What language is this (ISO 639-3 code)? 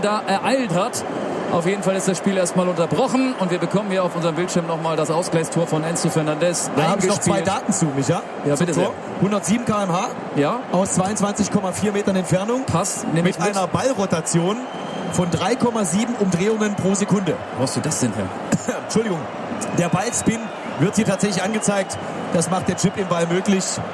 deu